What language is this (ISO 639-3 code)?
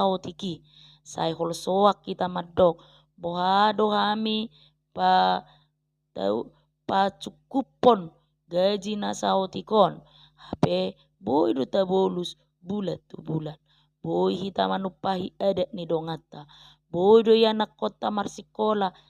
bbc